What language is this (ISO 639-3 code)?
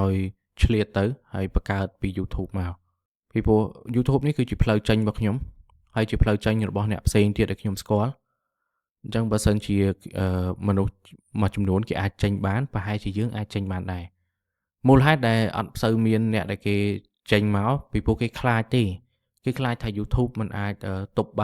khm